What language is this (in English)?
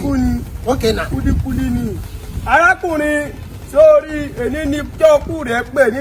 Yoruba